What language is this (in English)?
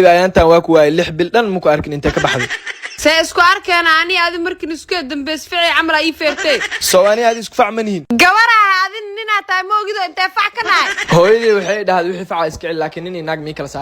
Somali